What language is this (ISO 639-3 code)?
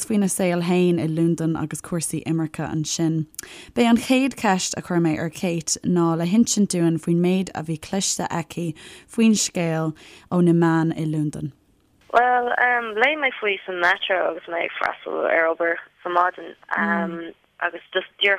gle